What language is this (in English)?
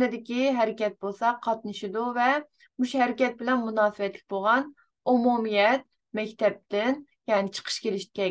Uyghur